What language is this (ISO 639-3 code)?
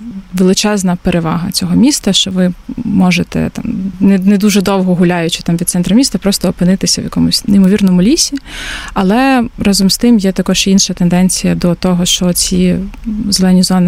ukr